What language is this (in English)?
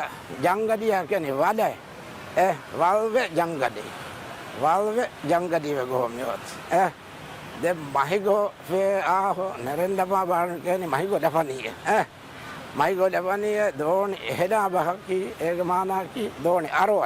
Divehi